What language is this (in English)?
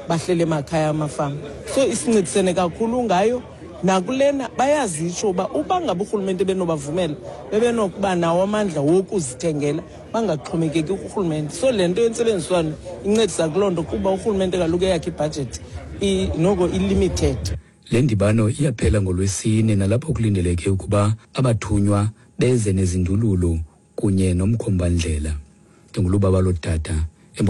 Xhosa